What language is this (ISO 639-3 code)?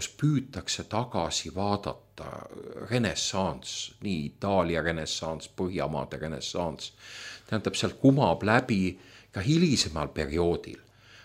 est